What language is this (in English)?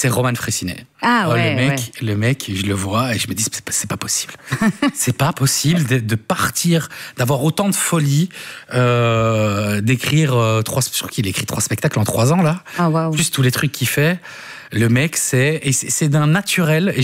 French